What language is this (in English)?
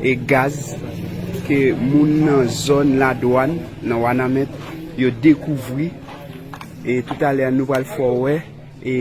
Haitian Creole